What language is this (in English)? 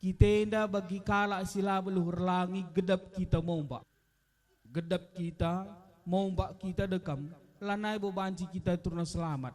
Batak Karo